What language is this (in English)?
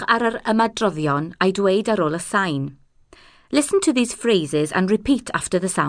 Welsh